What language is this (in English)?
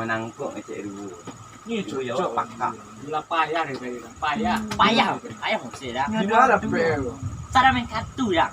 Minangkabau